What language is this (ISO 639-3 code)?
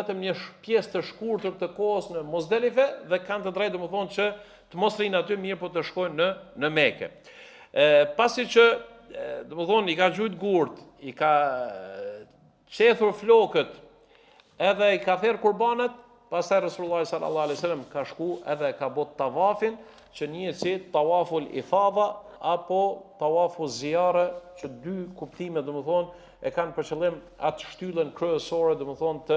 sqi